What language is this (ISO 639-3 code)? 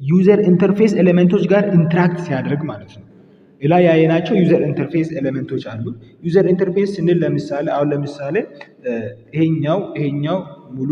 amh